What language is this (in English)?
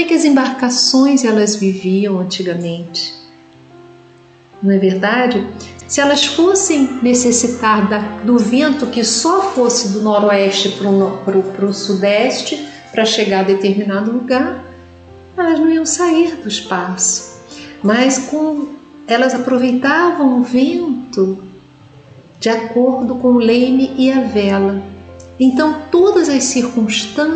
Portuguese